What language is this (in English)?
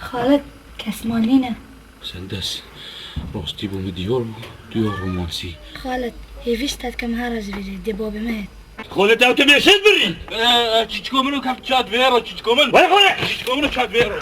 Kurdish